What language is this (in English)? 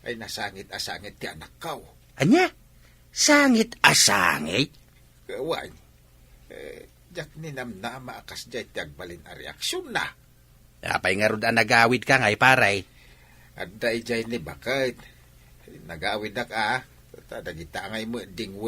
Iloko